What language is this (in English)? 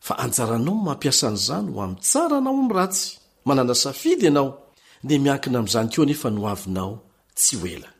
Malagasy